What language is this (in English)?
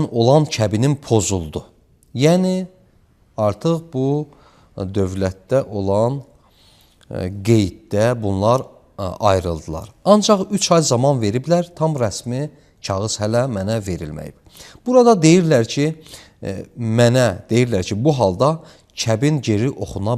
Azerbaijani